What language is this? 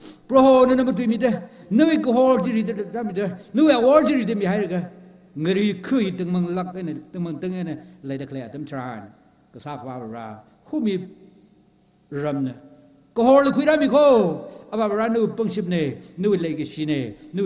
Tangkhul Naga (India)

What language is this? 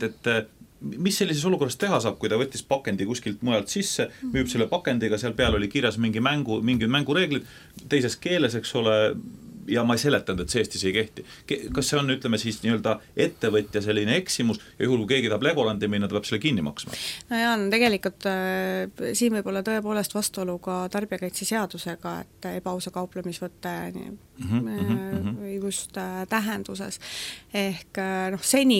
Estonian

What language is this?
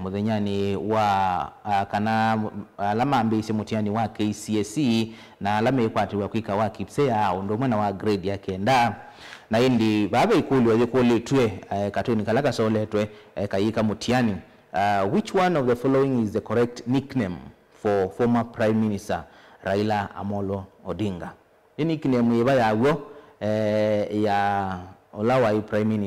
Kamba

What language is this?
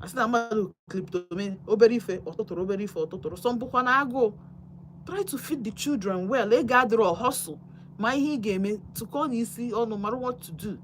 Igbo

